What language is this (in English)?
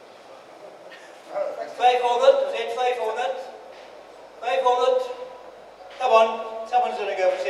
Afrikaans